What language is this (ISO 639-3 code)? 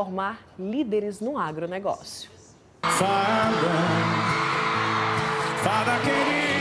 por